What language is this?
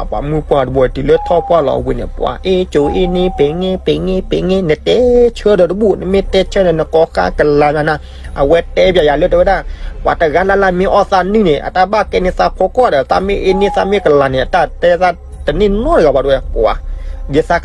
S'gaw Karen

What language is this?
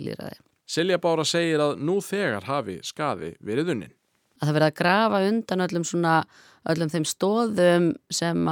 Icelandic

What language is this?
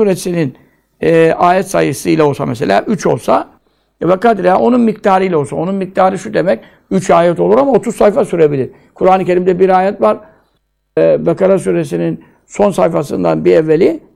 Turkish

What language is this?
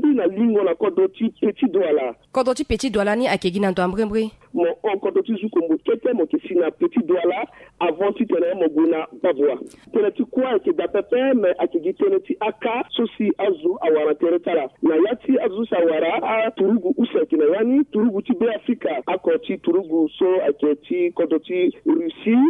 Sango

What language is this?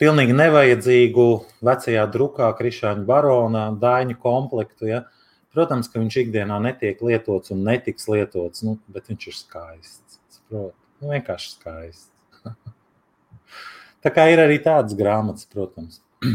Latvian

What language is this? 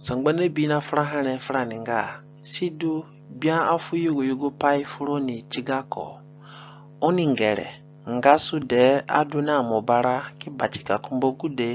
Zande (individual language)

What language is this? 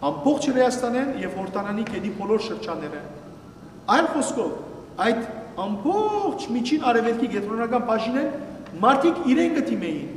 Western Armenian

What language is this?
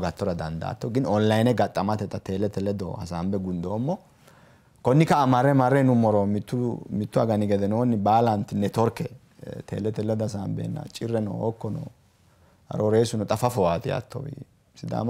Sidamo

